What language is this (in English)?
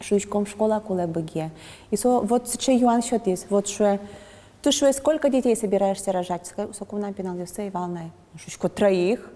Udmurt